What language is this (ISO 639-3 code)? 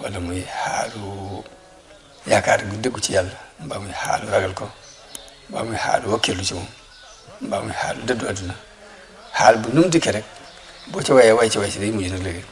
wol